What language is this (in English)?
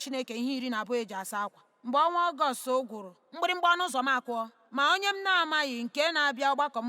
Igbo